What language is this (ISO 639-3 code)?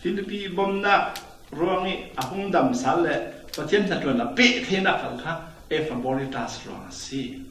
cfm